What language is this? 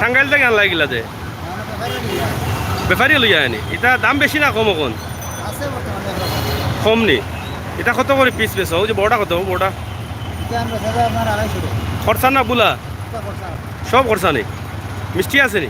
Sylheti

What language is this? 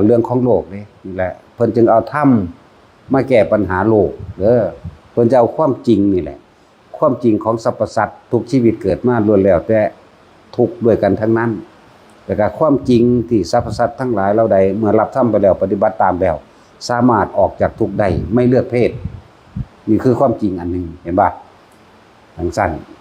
Northeastern Thai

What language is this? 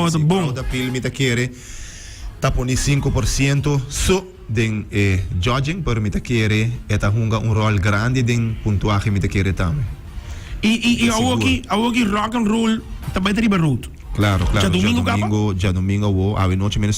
Papiamento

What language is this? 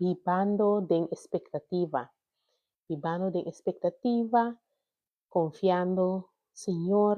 Papiamento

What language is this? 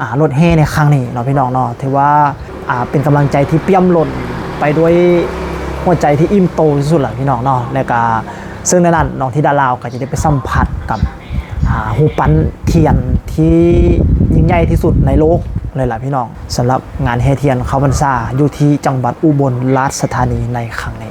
Lao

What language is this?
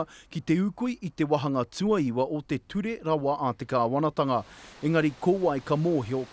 Māori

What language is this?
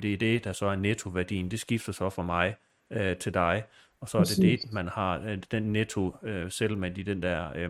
Danish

